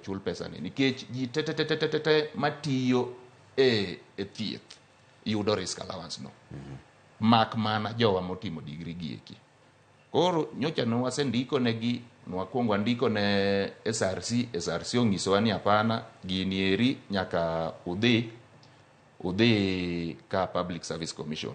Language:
Luo (Kenya and Tanzania)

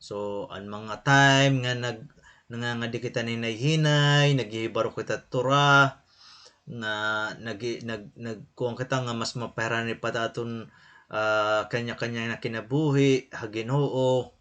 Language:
Waray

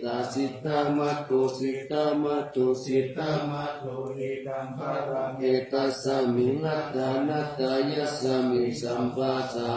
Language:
Pali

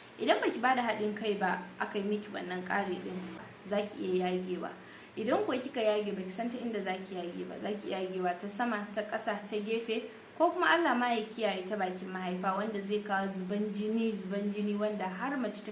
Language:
Hausa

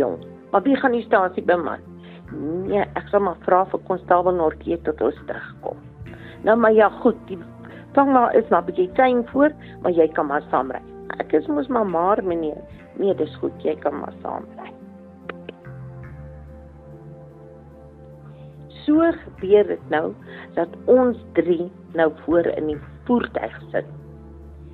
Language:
Afrikaans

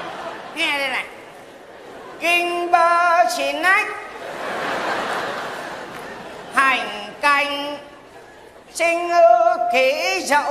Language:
Vietnamese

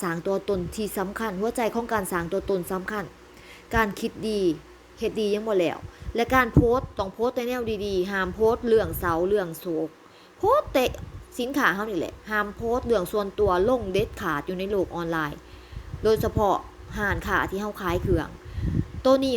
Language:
Lao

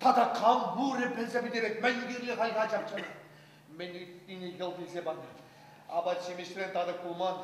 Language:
Chuvash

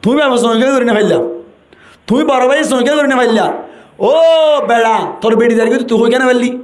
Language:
Rohingya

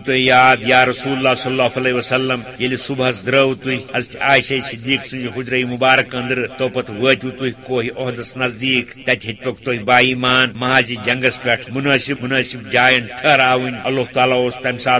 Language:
Kashmiri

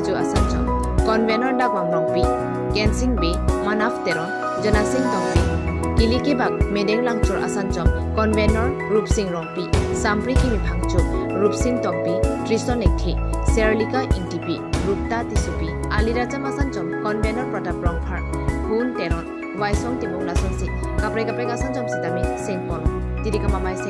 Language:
Karbi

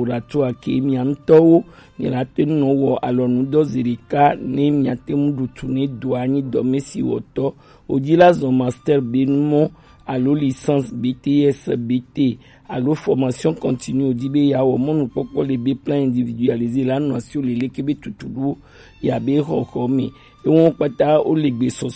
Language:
Gen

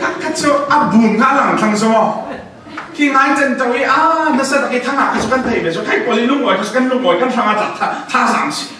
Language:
Falam Chin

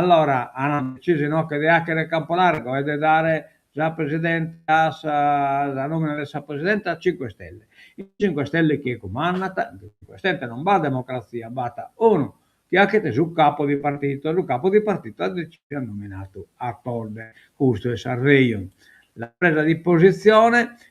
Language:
Sardinian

